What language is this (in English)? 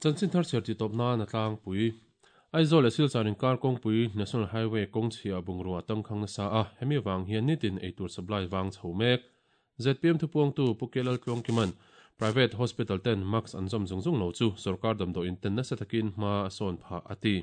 Mizo